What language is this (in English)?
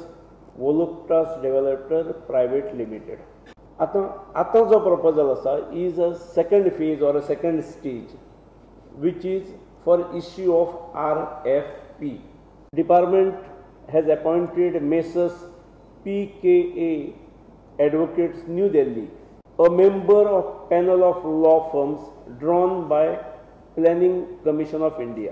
Konkani